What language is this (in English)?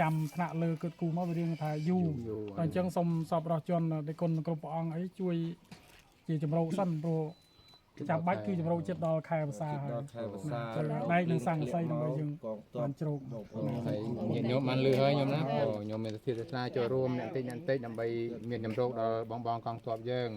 Khmer